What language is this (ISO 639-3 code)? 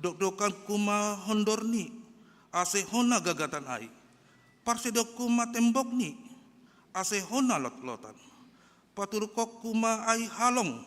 bts